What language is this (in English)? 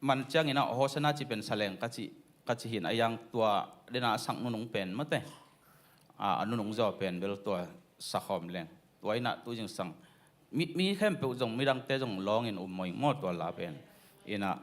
Tedim Chin